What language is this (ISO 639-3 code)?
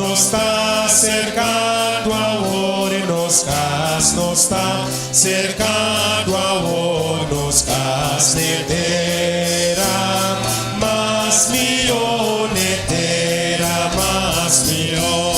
pap